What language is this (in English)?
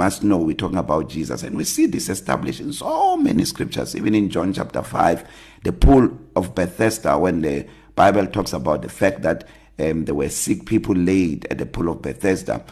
English